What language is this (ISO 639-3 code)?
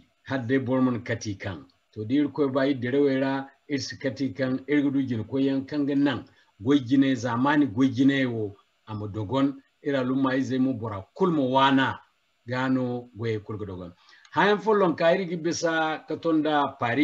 dje